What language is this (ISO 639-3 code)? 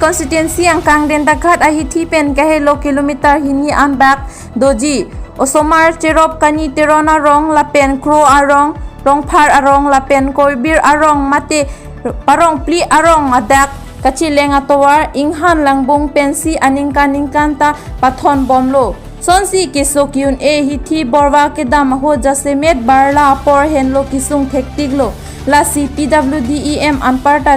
mjw